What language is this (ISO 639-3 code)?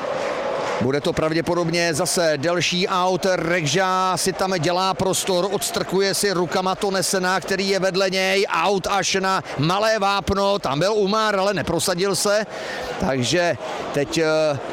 ces